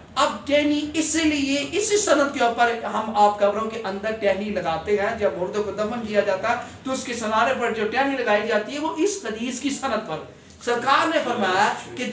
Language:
Urdu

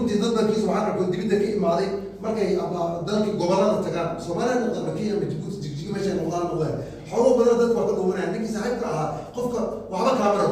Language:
Somali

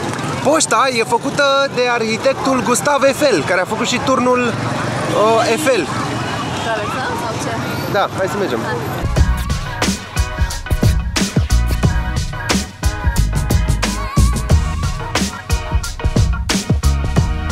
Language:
Romanian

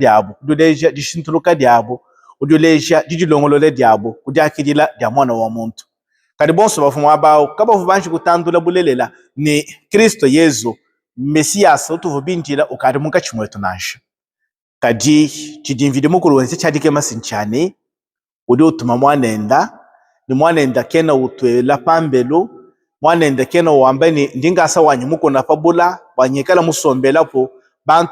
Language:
Luba-Lulua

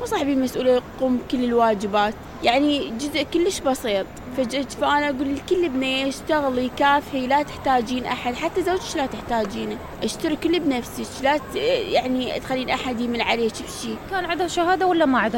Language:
Mesopotamian Arabic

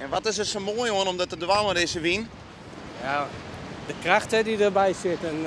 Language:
Western Frisian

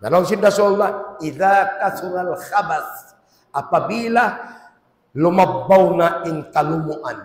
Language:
Tausug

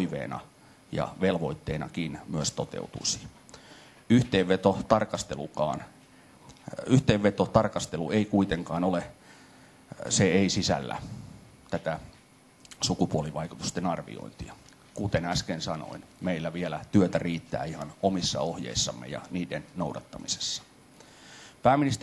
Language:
Finnish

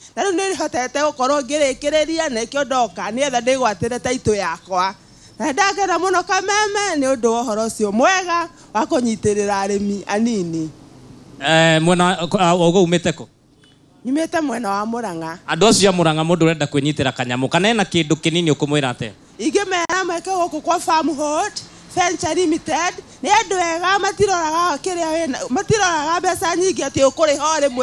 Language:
Kikuyu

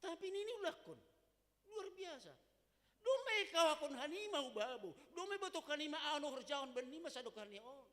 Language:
Batak Simalungun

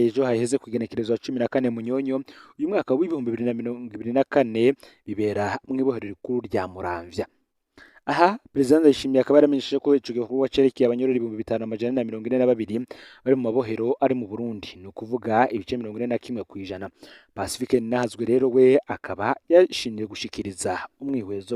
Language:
Rundi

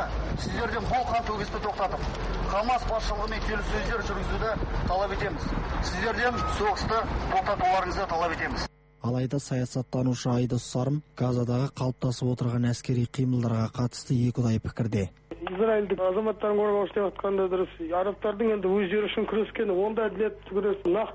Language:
Kazakh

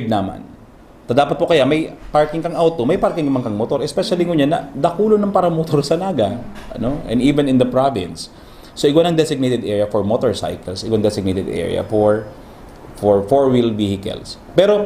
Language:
Bikol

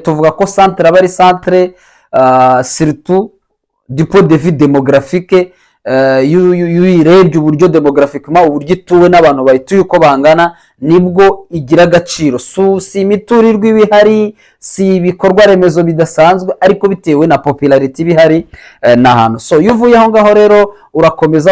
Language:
Kinyarwanda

